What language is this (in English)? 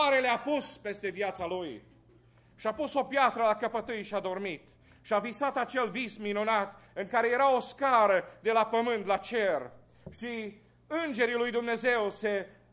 Romanian